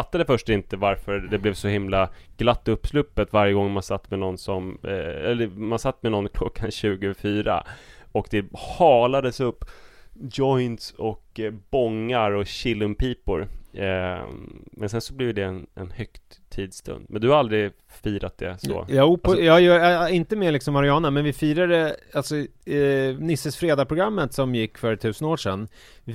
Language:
Swedish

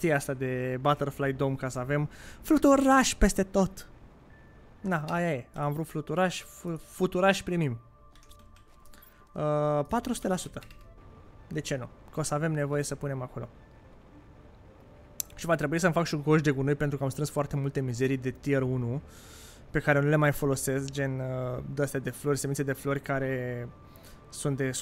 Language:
Romanian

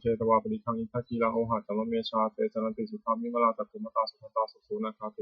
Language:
Pali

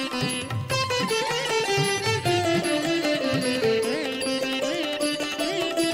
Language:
Kannada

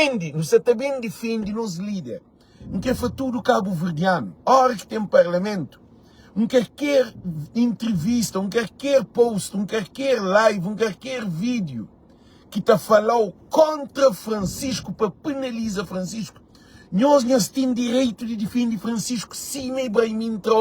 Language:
Kabuverdianu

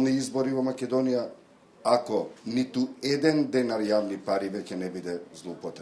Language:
Macedonian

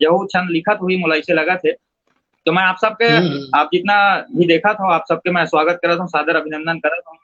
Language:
Chhattisgarhi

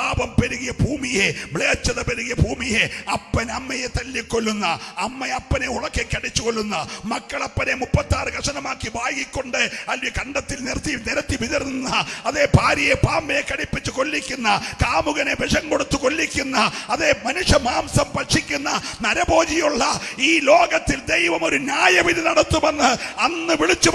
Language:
Malayalam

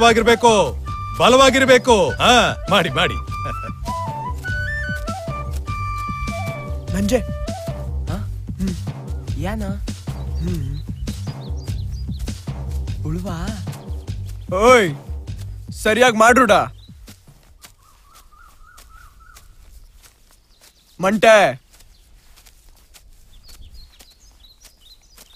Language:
Kannada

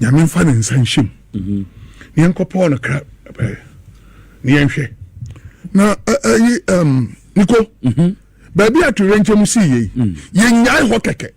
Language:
Akan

